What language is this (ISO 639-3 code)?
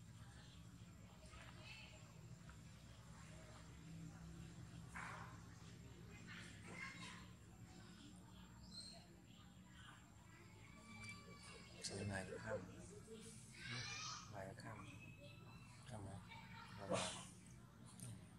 vie